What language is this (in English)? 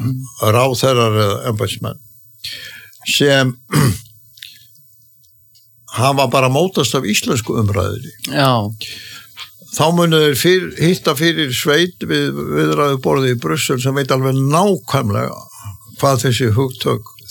Icelandic